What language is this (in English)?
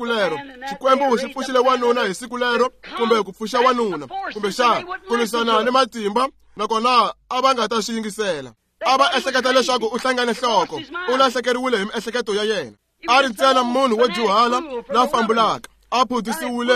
Tsonga